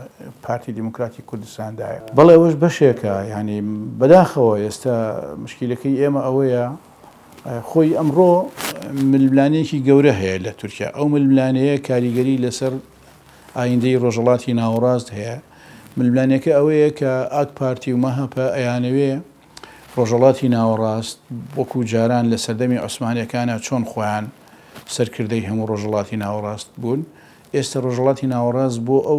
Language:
Central Kurdish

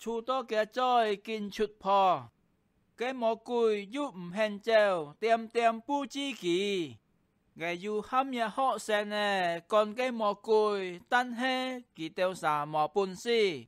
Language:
Hakka Chinese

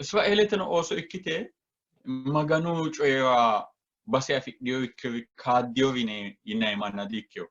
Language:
Sidamo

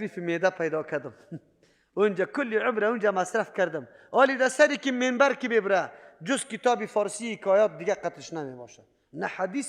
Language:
Persian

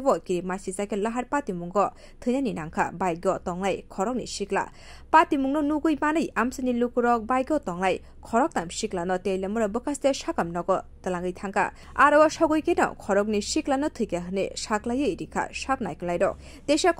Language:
Kok Borok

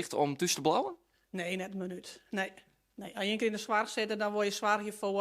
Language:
Western Frisian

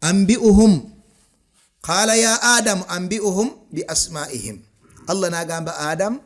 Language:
Ganda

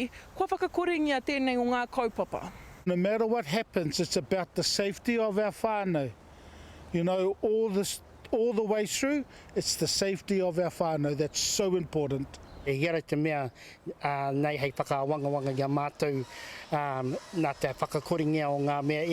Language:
Māori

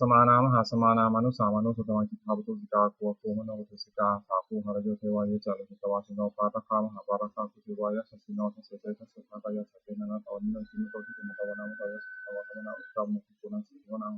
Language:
Pali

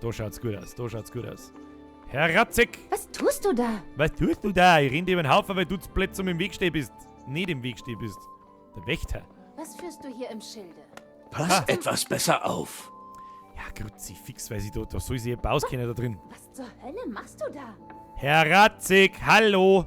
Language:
Bavarian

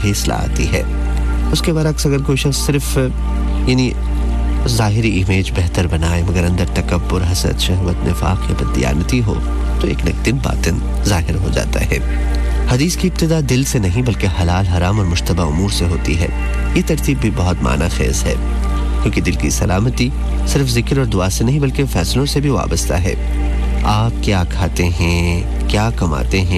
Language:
Urdu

